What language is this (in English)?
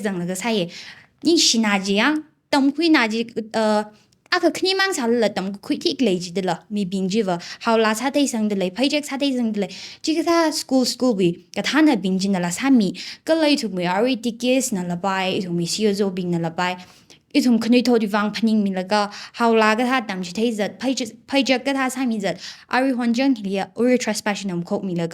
Tangkhul Naga (India)